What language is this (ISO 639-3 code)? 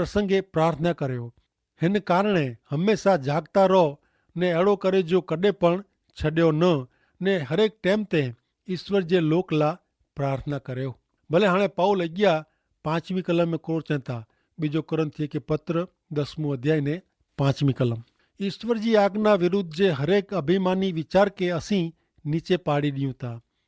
kfr